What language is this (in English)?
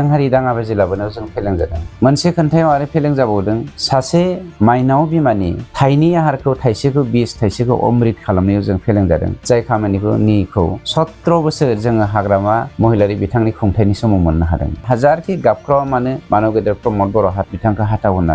Bodo